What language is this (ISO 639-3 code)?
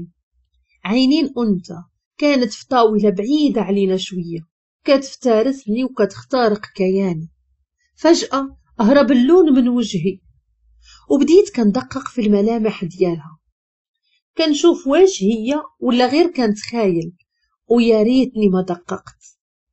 ary